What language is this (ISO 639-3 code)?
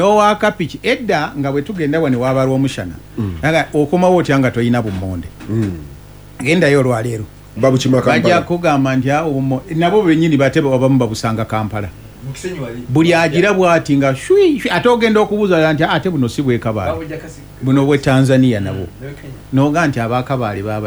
lug